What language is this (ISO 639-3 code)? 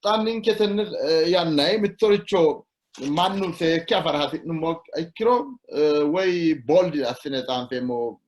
sid